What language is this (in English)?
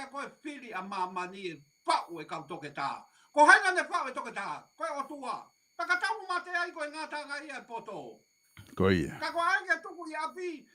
Tongan